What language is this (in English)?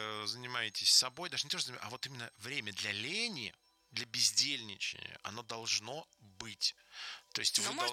Russian